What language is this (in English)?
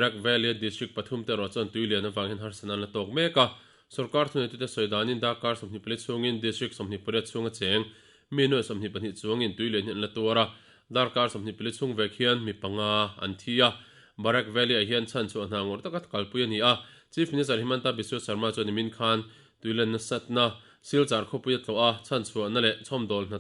Mizo